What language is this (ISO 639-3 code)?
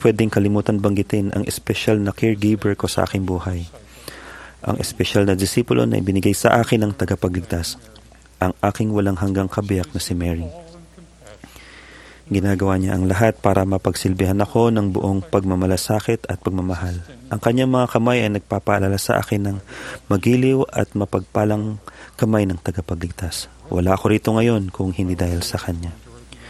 fil